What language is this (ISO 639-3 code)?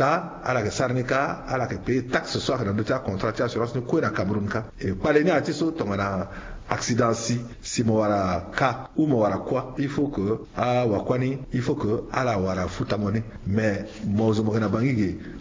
sag